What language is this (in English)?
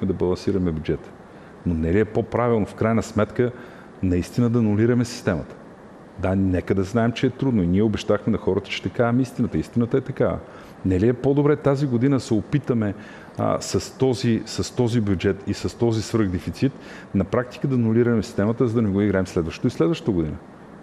Bulgarian